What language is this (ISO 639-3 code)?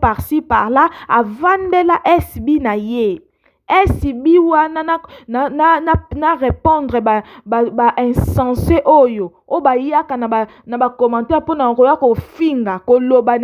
lin